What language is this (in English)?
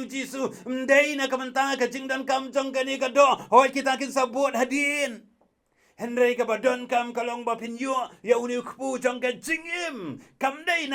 Khasi